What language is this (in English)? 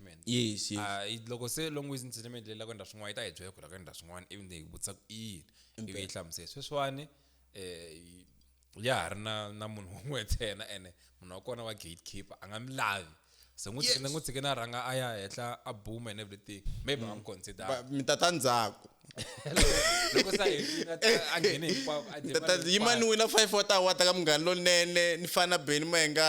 Tsonga